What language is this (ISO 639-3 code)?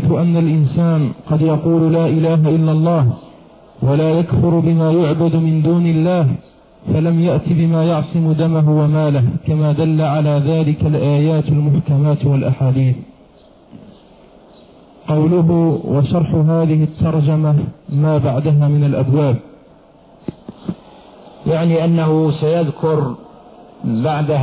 ara